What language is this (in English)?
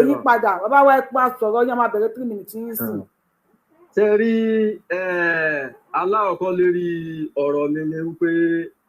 Yoruba